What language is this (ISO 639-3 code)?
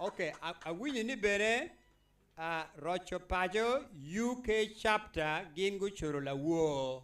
ach